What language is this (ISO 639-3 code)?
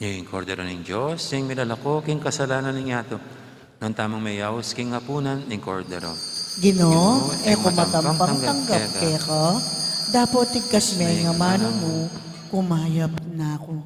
pam